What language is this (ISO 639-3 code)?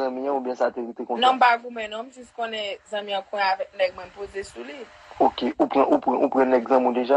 hat